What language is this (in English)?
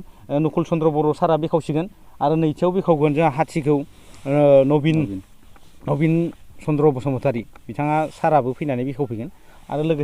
Bodo